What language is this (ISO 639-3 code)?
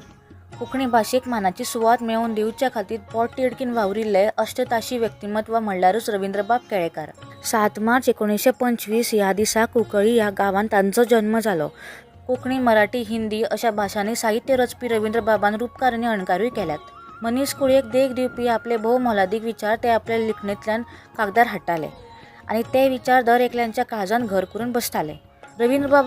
kok